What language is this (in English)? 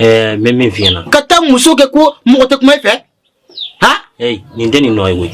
Bambara